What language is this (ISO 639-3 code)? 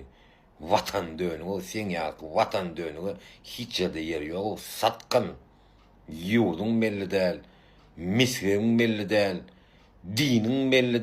tuk